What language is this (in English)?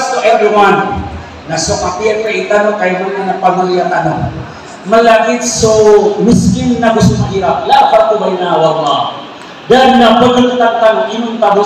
Maranao